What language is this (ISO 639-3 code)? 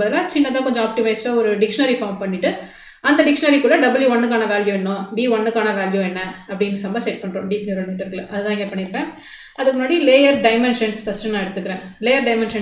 tam